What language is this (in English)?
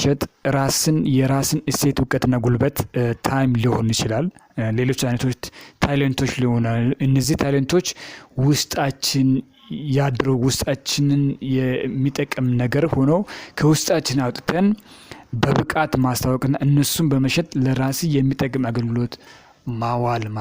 Amharic